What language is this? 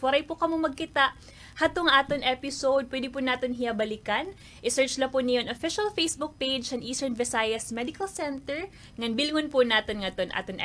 Waray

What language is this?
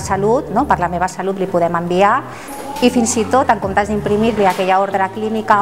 Catalan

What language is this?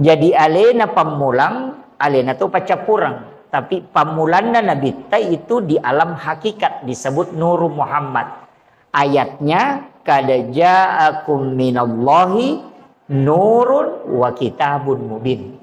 Buginese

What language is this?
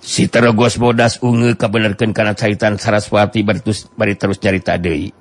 Sundanese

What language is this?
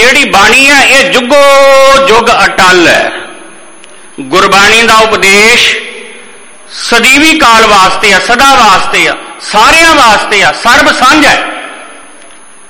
Punjabi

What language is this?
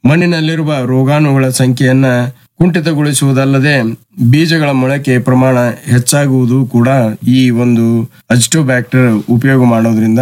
Kannada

